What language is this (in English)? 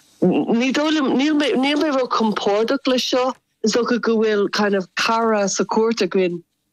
Irish